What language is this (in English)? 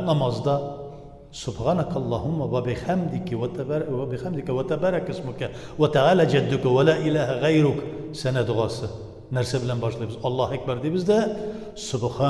Tatar